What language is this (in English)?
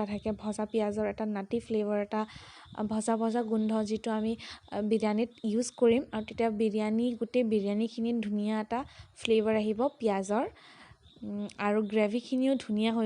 Assamese